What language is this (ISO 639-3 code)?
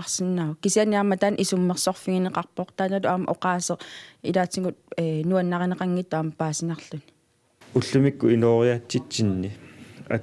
kal